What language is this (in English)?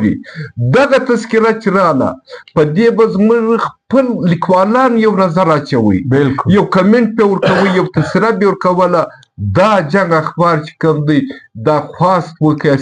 Pashto